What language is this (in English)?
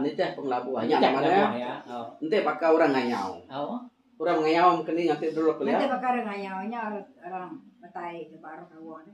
Iban